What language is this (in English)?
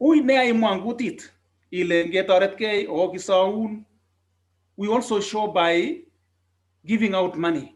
Kalenjin